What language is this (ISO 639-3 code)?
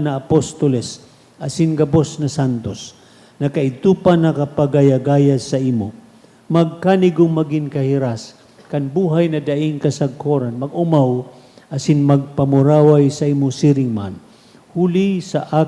bik